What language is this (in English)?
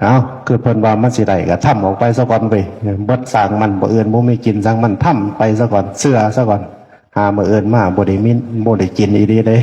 Northeastern Thai